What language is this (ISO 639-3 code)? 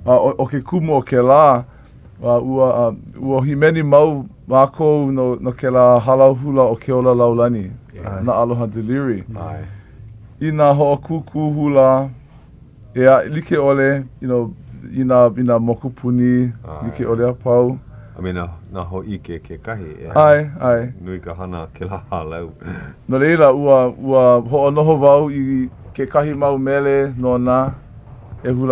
haw